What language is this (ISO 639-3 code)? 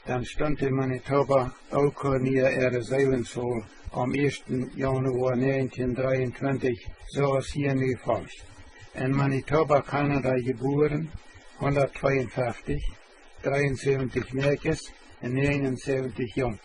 pdt